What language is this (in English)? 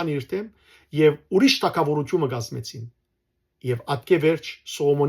Western Armenian